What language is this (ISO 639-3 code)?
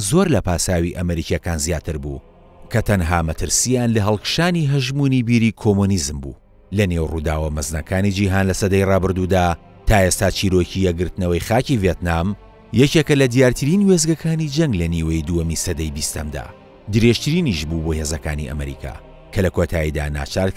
ckb